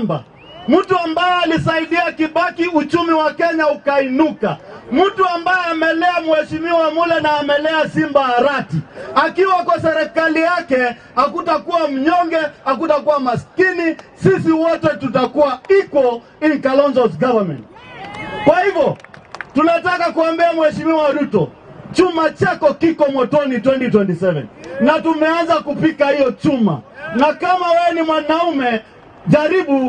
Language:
Swahili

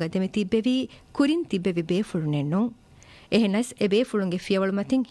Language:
Divehi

